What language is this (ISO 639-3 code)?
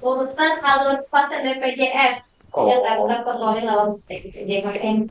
bjn